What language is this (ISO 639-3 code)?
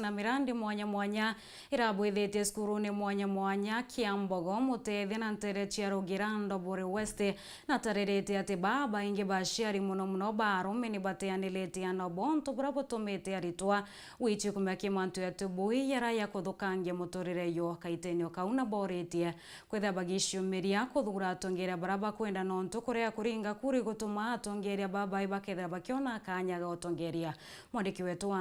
mer